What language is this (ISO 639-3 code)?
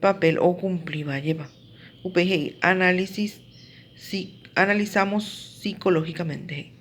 grn